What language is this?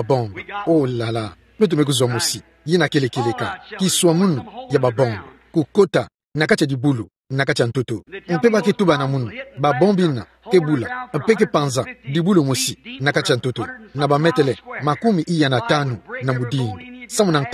Kituba (Democratic Republic of Congo)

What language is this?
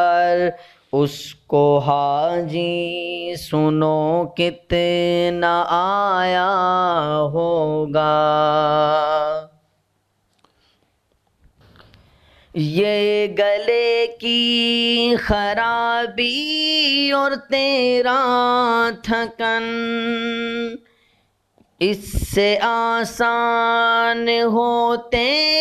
Urdu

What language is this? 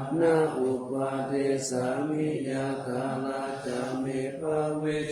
Pali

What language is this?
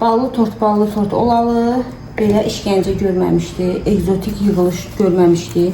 Azerbaijani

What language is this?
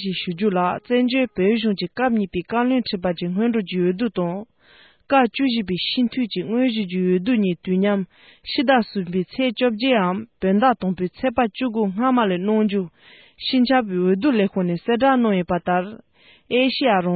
Tibetan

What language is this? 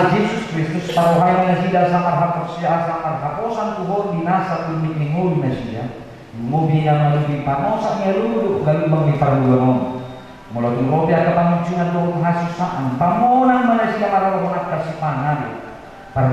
Batak Toba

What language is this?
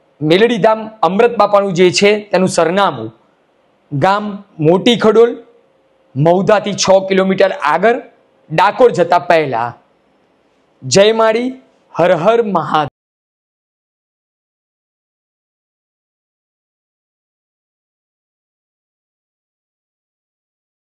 Gujarati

